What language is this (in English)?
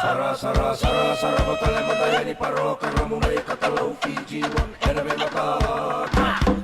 Fijian